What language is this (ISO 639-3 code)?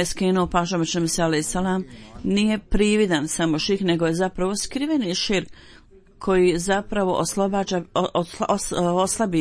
bos